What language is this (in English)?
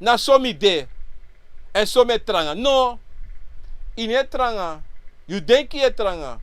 Sranan Tongo